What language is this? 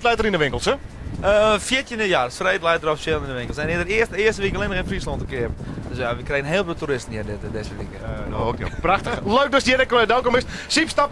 Western Frisian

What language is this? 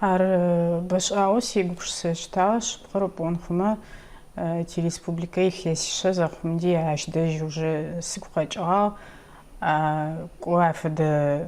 Adyghe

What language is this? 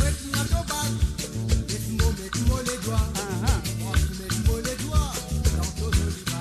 Morisyen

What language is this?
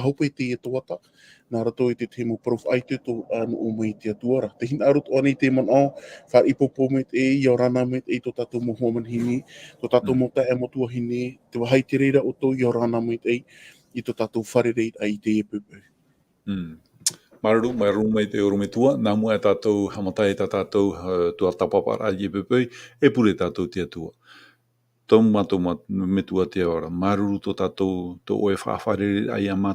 Tahitian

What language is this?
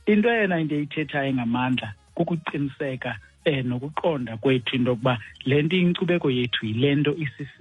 Xhosa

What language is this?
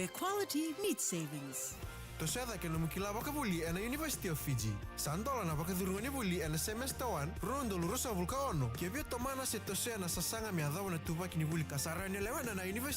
Fijian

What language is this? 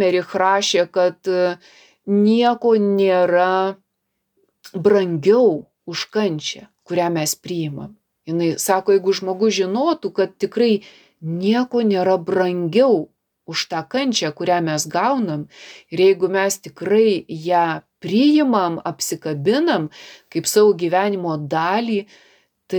Lithuanian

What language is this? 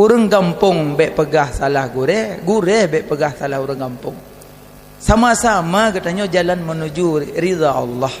Achinese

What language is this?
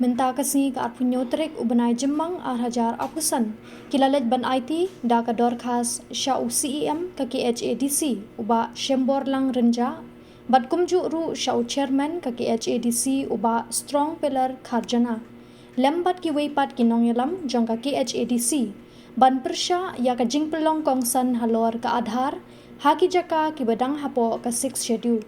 Khasi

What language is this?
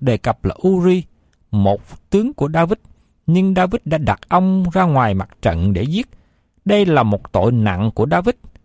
Vietnamese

